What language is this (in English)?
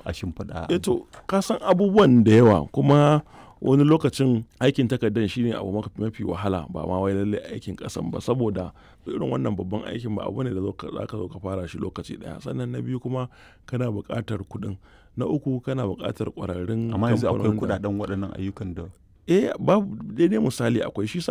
Hausa